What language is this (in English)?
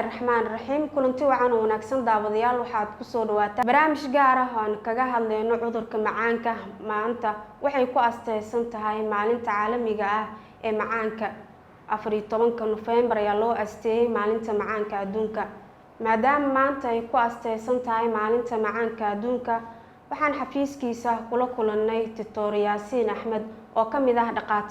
Somali